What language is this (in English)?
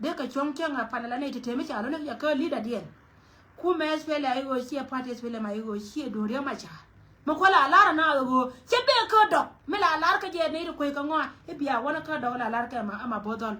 Nuer